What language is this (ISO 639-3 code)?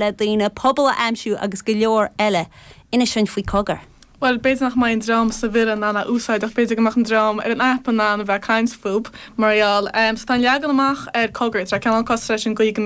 gle